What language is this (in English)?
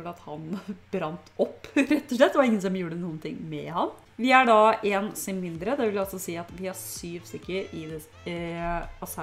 Norwegian